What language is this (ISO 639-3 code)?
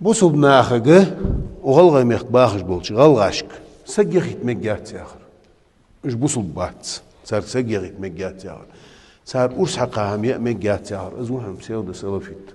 inh